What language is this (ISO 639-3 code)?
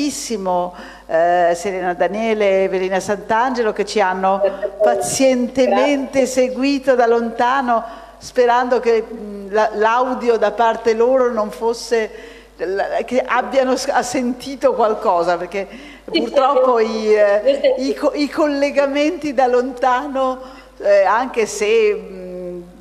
ita